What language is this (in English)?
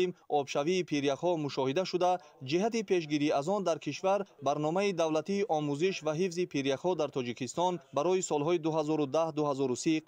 Tajik